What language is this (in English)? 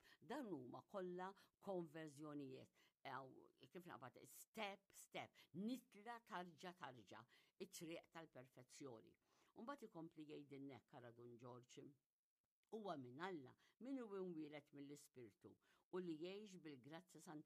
Maltese